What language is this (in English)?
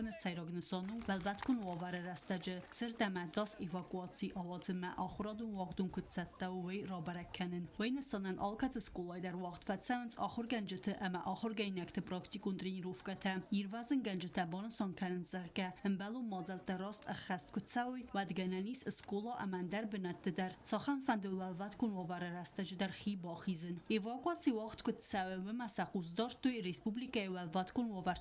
Ossetic